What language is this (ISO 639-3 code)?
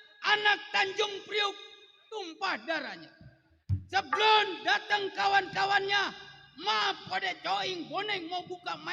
bew